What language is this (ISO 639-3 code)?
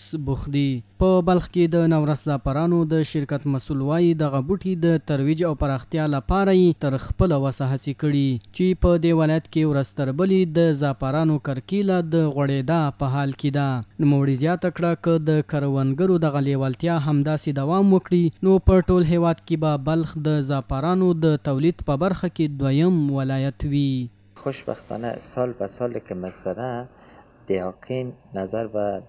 pus